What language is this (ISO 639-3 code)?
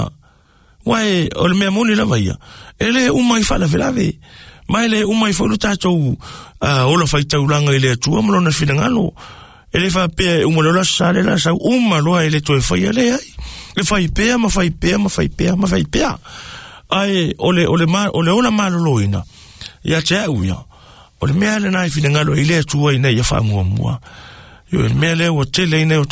smo